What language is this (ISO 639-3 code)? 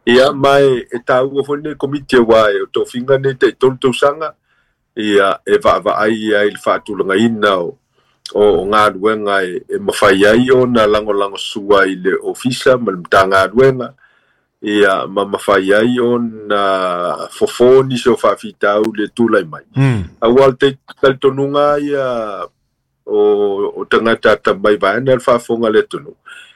smo